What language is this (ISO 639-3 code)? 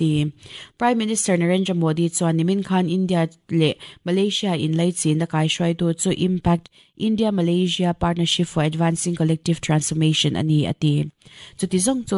lus